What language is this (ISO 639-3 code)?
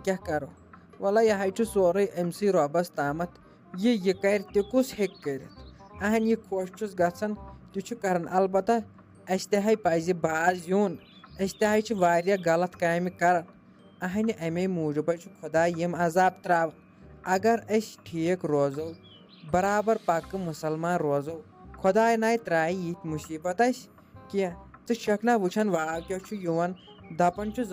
kas